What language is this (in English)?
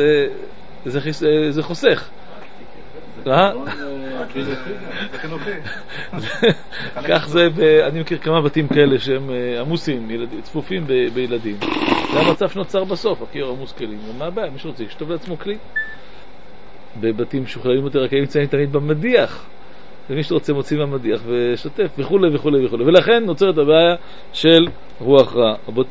Hebrew